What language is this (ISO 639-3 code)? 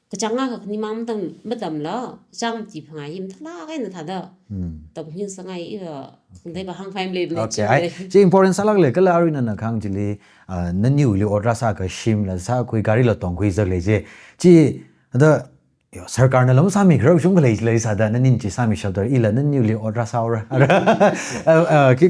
nmf